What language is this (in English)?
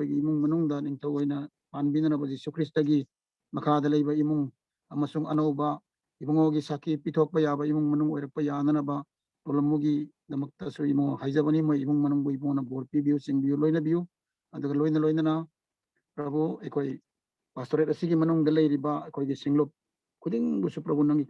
Manipuri